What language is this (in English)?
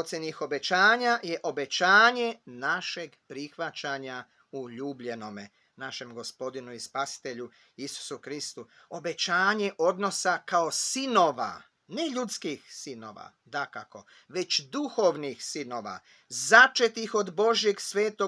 Croatian